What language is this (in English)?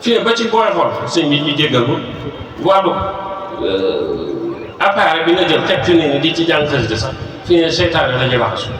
Wolof